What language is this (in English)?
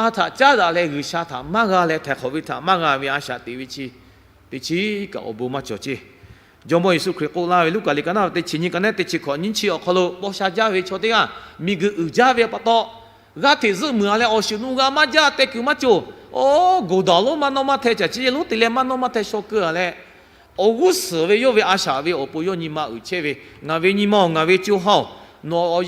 Lahu